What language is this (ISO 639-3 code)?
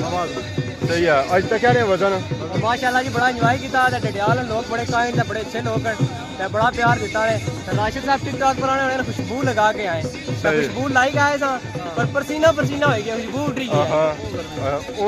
phr